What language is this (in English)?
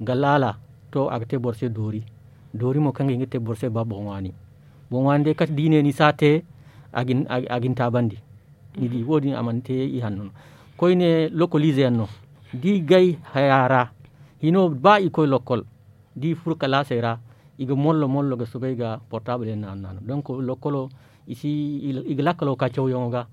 Zarma